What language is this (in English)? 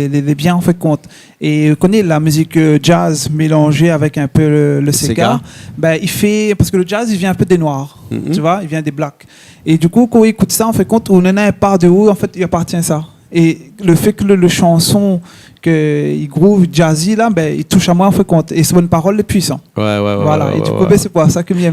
Réunion Creole French